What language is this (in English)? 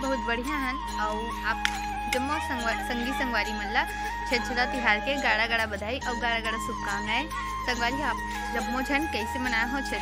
Chhattisgarhi